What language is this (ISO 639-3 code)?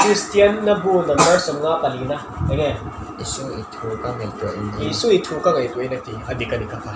lus